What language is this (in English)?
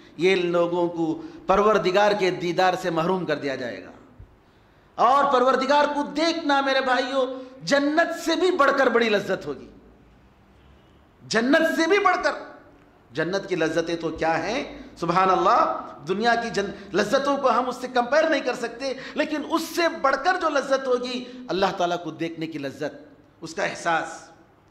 Urdu